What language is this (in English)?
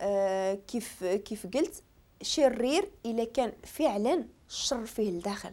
Moroccan Arabic